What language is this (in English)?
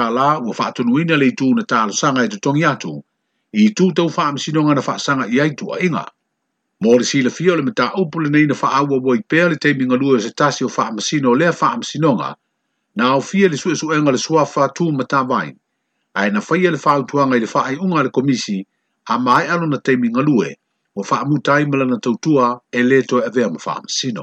Samoan